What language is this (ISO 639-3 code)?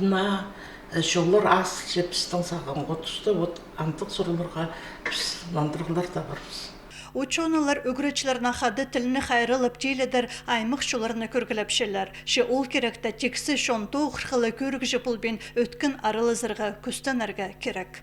kjh